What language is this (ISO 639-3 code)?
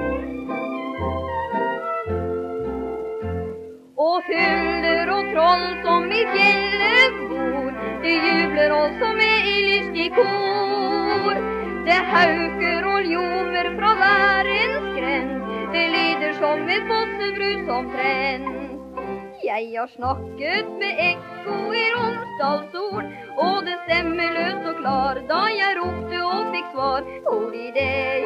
nor